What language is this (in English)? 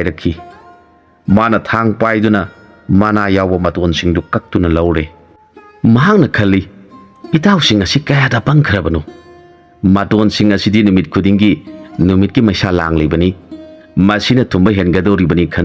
Manipuri